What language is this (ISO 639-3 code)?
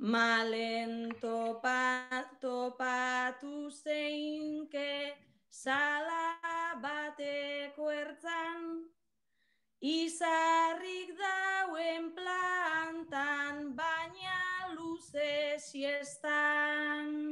eus